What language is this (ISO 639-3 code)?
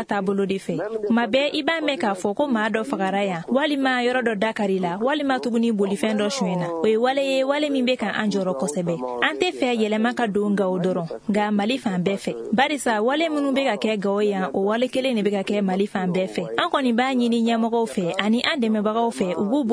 bam